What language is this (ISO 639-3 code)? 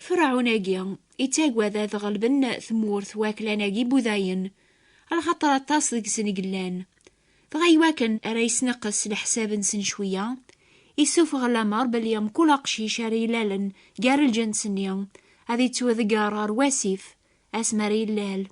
kab